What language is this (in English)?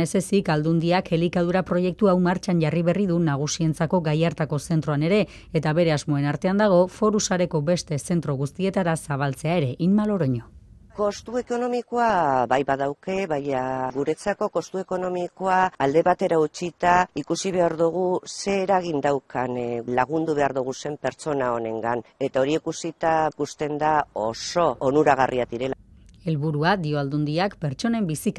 Basque